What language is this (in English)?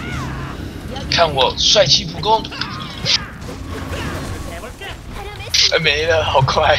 Chinese